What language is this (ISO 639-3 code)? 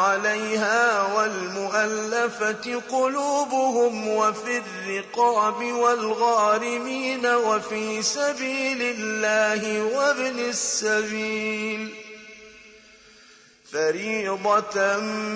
ara